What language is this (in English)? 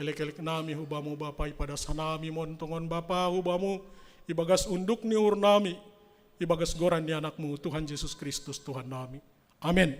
Batak Simalungun